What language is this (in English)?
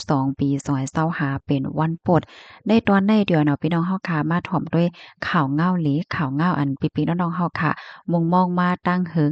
Shan